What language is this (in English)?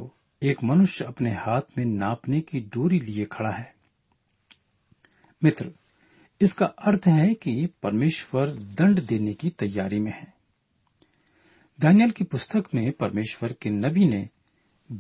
Hindi